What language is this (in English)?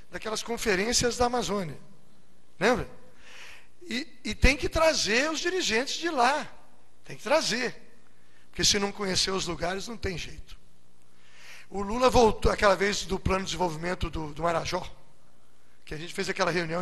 Portuguese